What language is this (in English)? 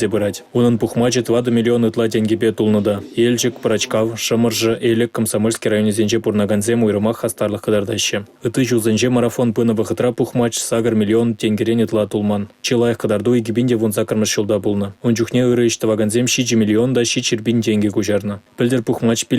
Chuvash